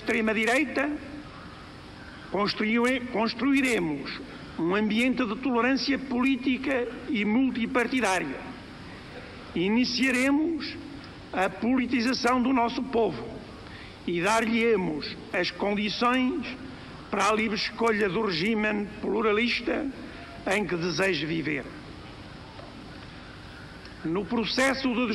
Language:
Portuguese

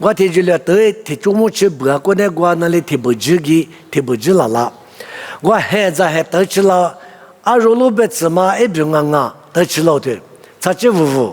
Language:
Lisu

